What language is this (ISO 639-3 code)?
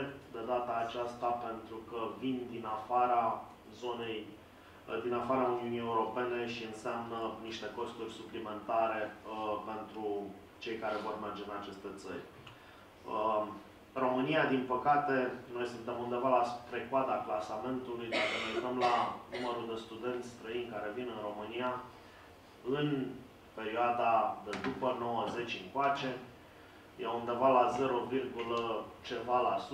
ron